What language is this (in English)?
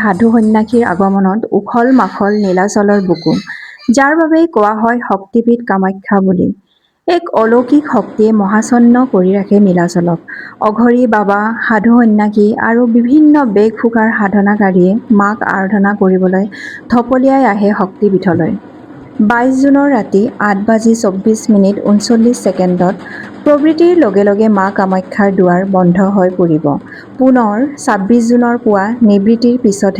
Assamese